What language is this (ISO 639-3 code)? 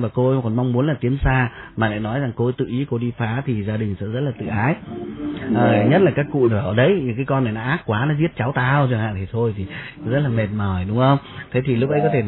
vie